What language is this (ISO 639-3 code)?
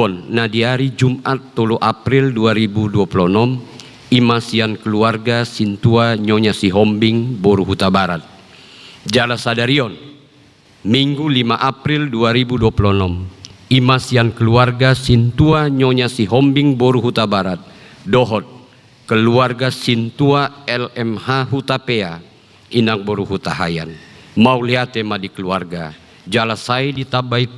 bbc